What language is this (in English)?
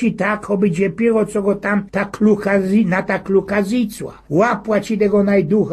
Silesian